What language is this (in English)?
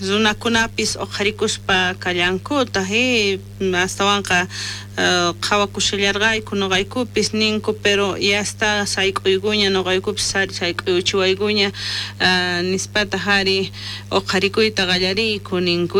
South Bolivian Quechua